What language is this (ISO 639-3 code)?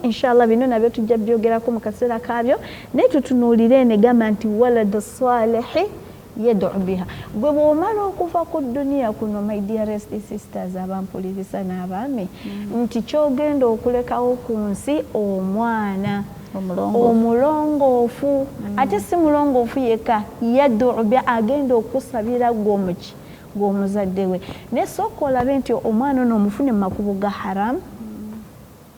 lug